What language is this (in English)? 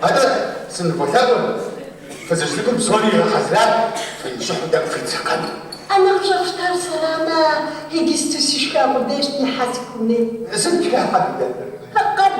Kabardian